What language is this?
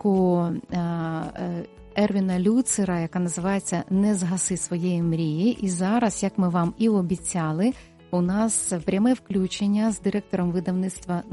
Ukrainian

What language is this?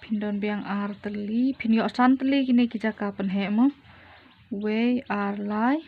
Khasi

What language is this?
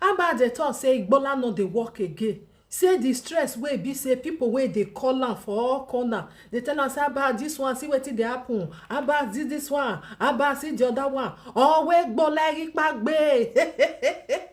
Nigerian Pidgin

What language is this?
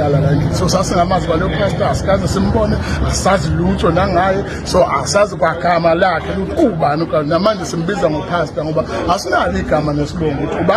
Zulu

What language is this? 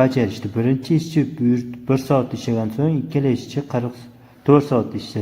Uzbek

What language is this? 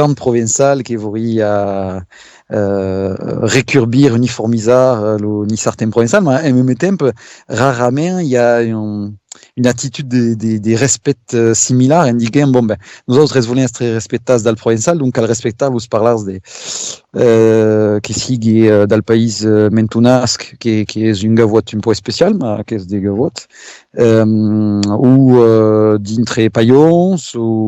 Occitan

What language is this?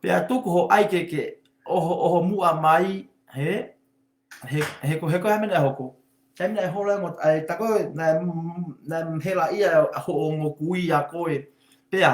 Tongan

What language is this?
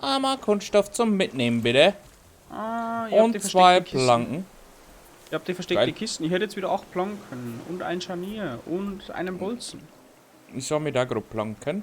Bavarian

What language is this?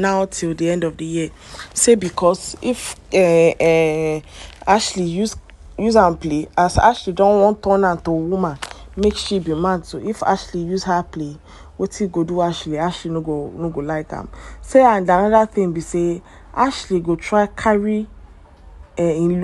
Nigerian Pidgin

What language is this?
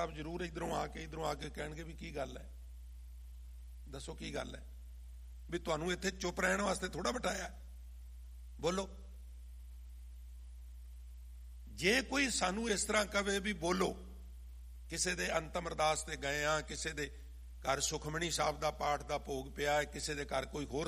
Punjabi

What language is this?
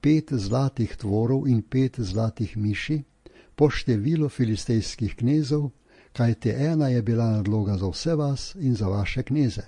Slovenian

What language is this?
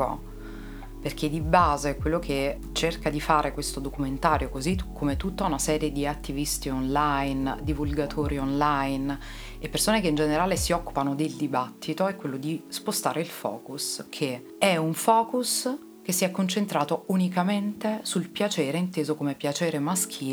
Italian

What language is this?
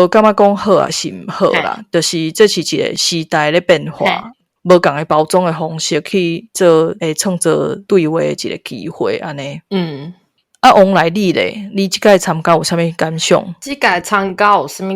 Min Nan Chinese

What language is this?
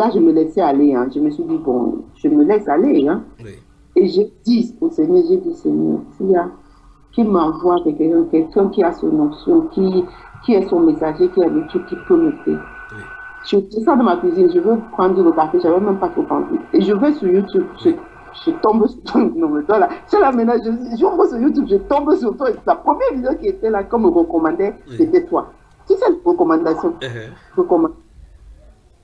French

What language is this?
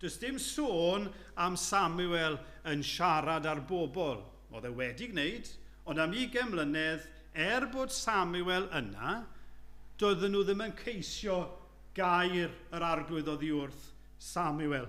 Welsh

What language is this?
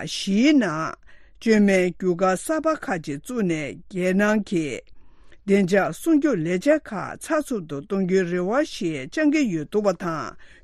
Tibetan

